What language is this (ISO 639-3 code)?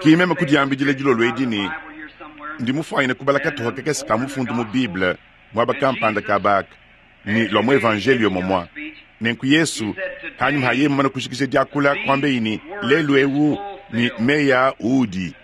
lua